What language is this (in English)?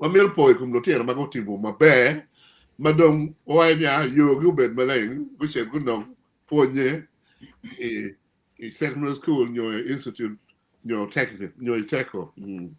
Acoli